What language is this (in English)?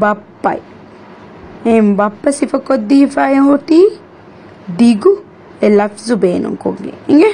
Divehi